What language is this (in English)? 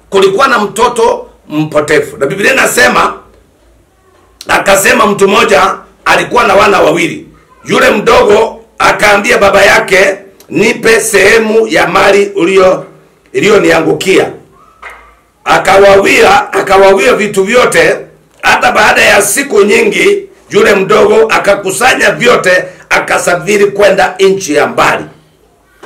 Swahili